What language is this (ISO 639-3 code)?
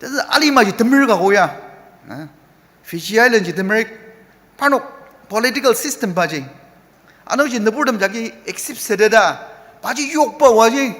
njo